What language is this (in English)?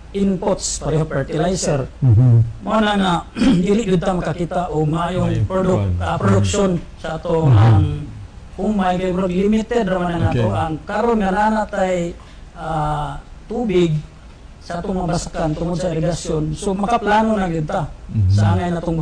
Cebuano